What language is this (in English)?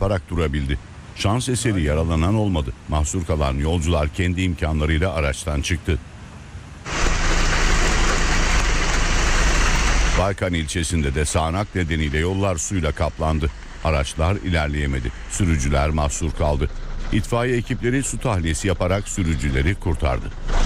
Turkish